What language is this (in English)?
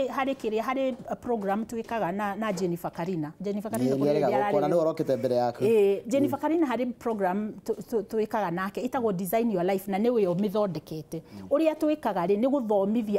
Kikuyu